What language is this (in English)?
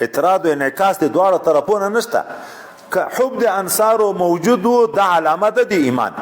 Pashto